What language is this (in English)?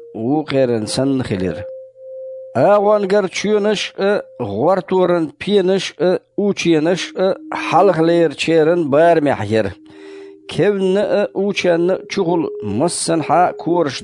Chechen